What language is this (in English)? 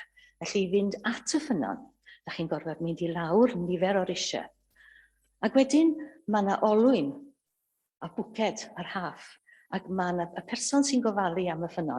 Welsh